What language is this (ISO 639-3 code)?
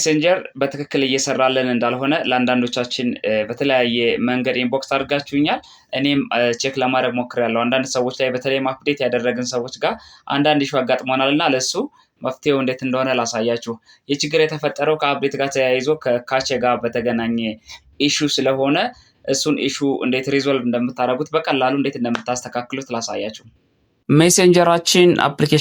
amh